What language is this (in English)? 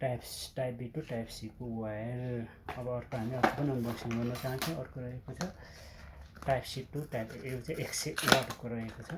Nepali